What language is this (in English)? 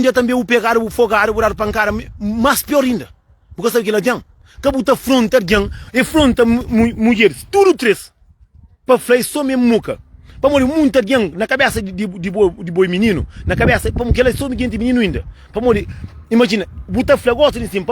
Kabuverdianu